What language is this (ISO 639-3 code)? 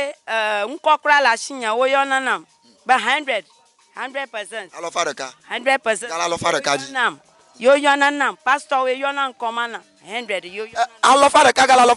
ewe